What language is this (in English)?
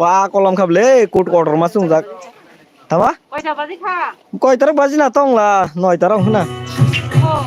Kok Borok